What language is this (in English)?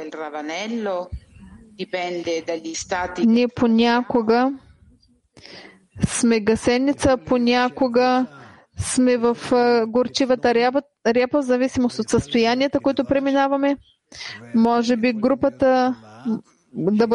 Bulgarian